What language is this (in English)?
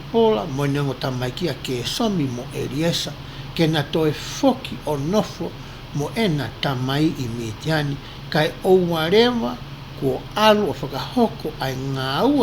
Tongan